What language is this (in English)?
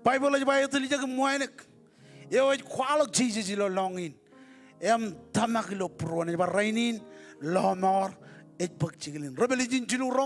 Marshallese